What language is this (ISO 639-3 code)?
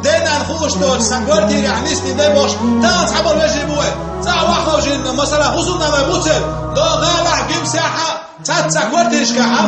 che